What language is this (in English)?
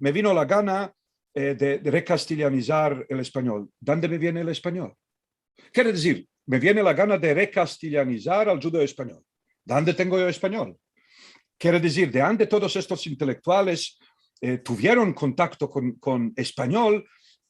Ladino